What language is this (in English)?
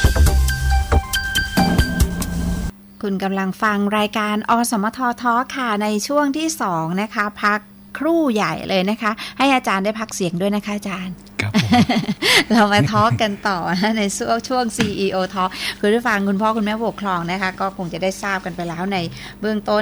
Thai